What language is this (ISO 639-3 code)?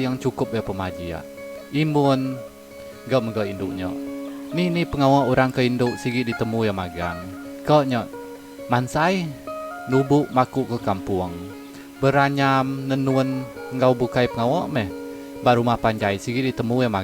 iba